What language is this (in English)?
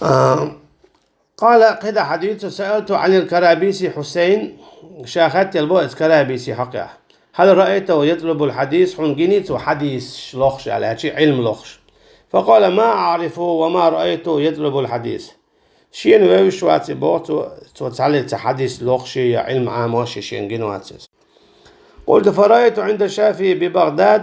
Chechen